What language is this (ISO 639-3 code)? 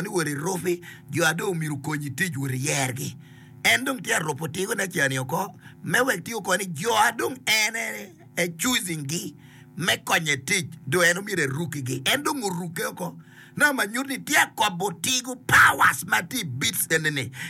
ach